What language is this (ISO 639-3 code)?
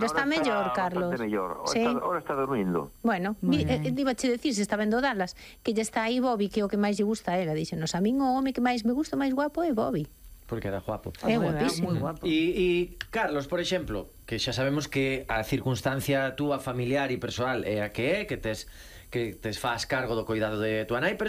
glg